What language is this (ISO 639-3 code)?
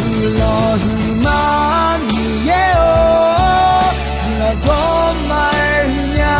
ahk